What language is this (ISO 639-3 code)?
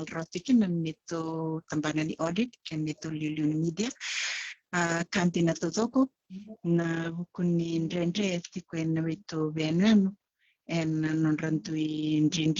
fij